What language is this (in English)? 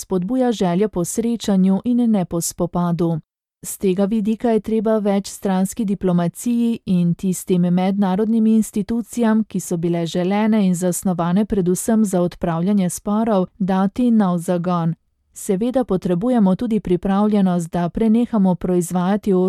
Slovenian